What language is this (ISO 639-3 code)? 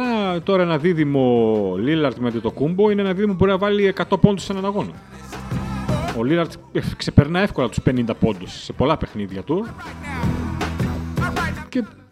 ell